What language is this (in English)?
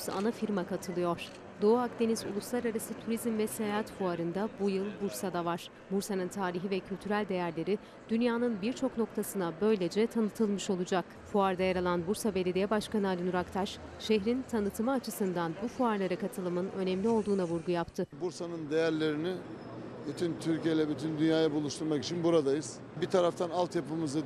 Turkish